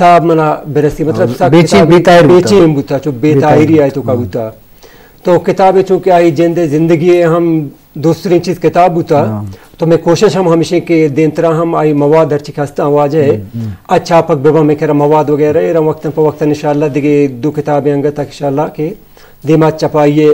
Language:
Eastern Balochi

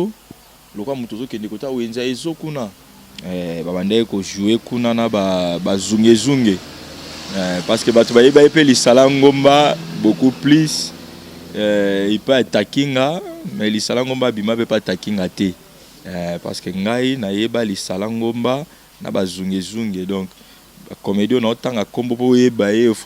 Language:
Lingala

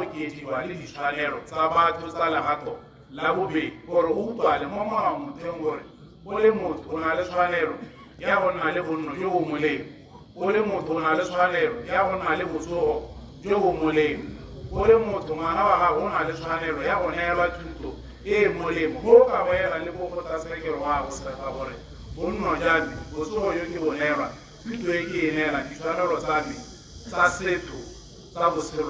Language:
Tswana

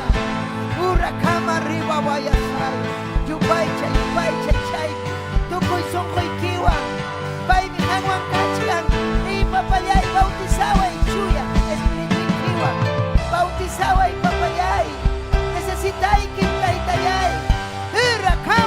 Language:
Ayacucho Quechua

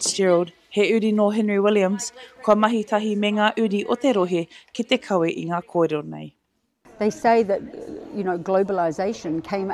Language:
Māori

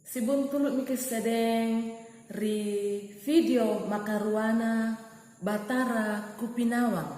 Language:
Makasar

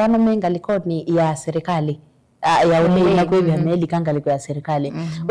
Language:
Kamba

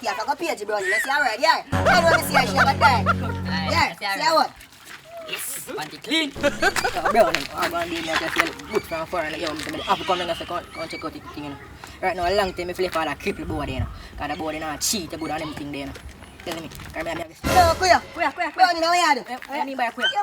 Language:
Jamaican Creole English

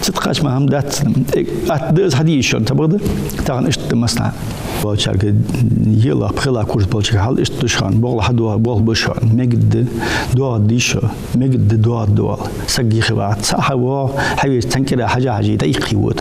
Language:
Ingush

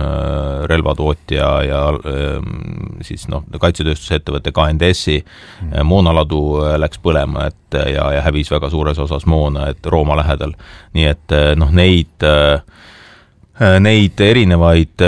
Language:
Estonian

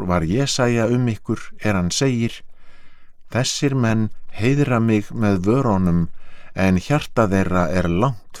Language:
Icelandic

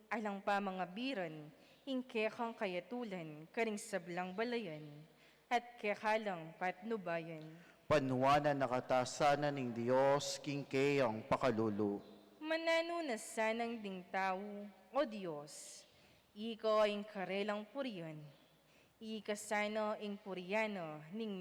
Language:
Pampanga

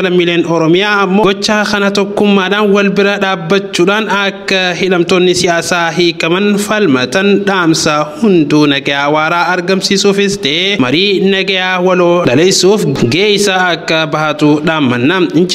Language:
Oromo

